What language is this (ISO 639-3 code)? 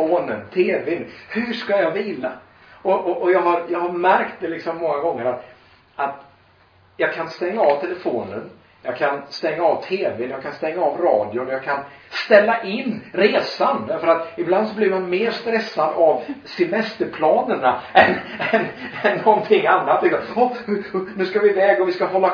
swe